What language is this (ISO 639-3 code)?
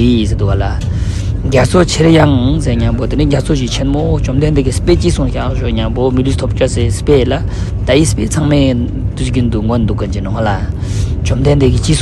lbj